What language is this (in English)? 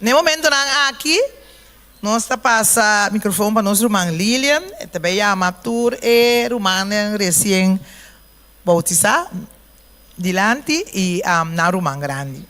Papiamento